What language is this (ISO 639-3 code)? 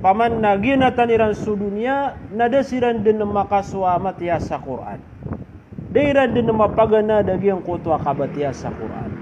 mrw